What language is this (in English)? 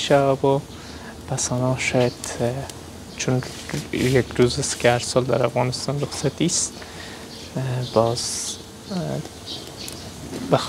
Persian